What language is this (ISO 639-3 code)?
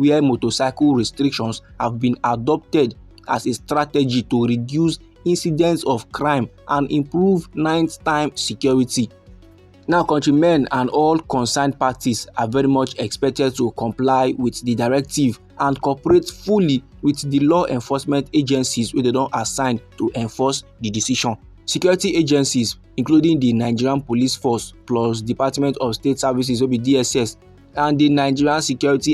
pcm